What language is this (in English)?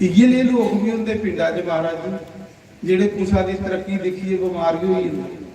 Dogri